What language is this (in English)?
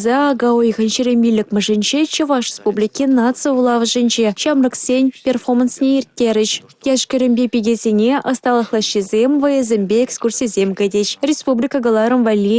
Chuvash